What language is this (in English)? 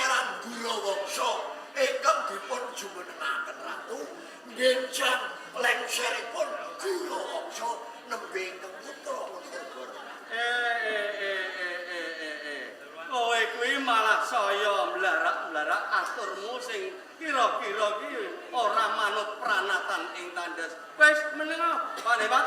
Javanese